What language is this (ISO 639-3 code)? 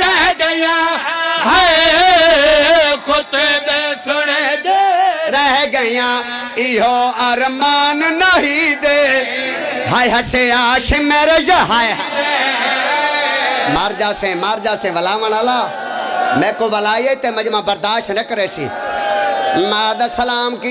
phr